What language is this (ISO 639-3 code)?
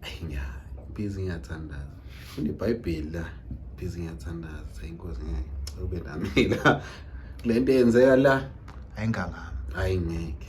zul